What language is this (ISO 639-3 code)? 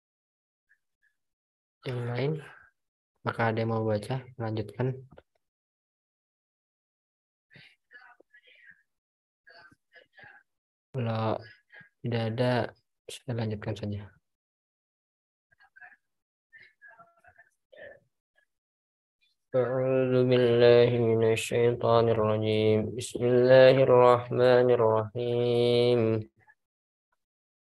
ara